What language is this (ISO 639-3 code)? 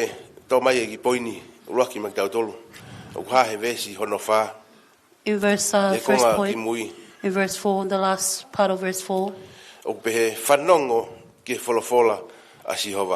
ton